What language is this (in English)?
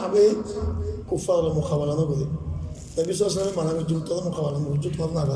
Rohingya